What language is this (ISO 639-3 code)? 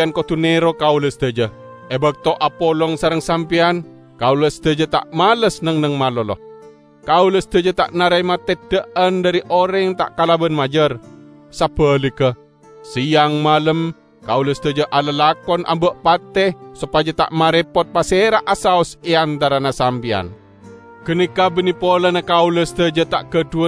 mad